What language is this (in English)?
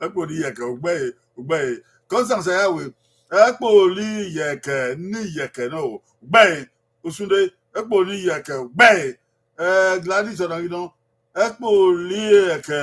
Bini